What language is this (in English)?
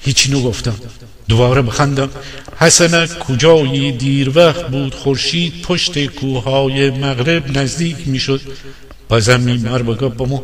Gilaki